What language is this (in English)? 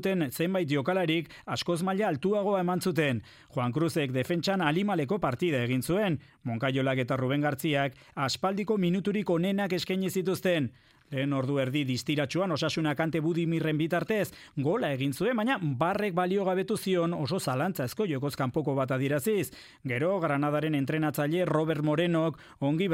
Basque